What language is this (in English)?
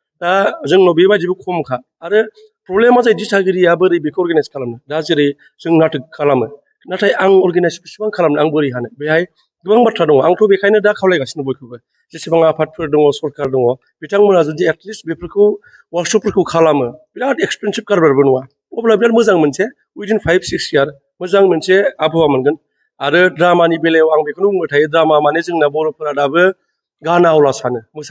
Bodo